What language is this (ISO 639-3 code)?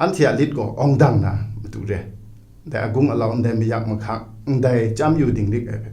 kac